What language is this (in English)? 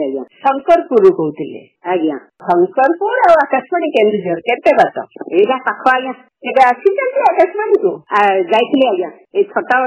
Odia